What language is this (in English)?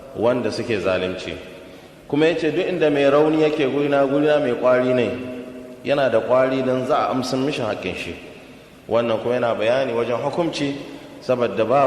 Hausa